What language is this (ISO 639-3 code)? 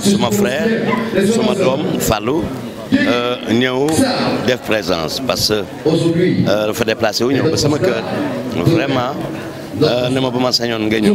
wol